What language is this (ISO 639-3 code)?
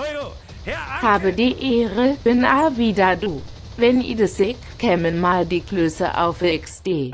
bar